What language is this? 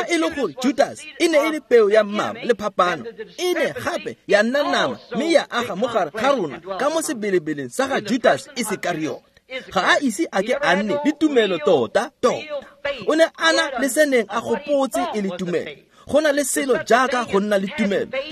Tswana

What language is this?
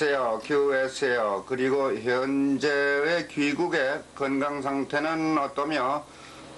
Korean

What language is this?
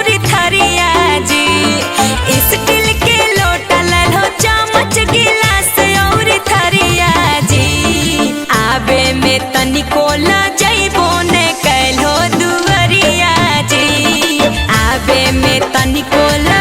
Magahi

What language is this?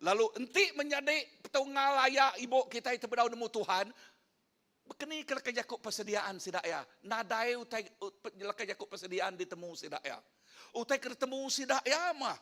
Iban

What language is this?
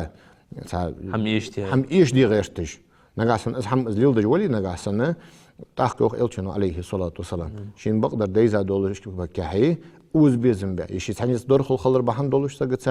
Ingush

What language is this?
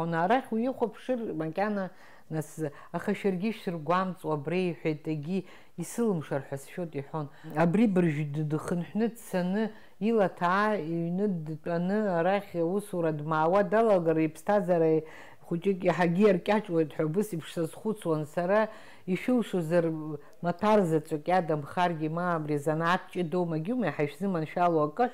Abkhazian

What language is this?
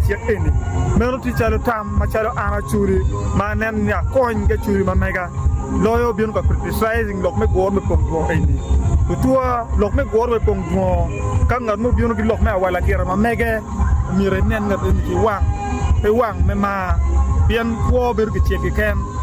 Acoli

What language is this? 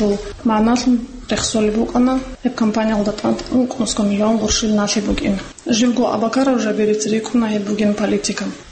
Avaric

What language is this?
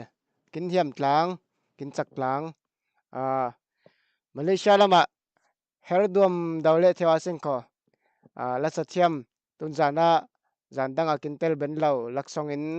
Falam Chin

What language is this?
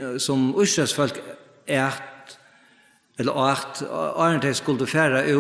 Faroese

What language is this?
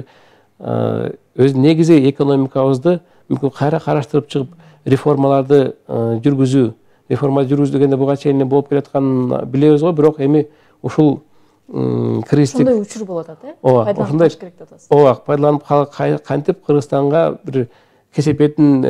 Kyrgyz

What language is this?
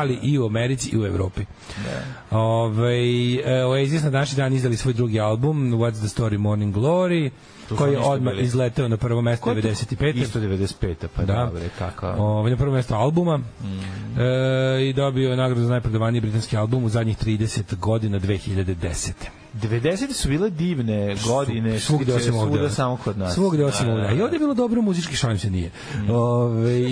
Serbian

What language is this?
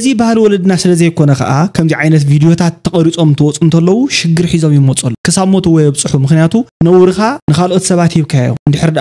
Tigrinya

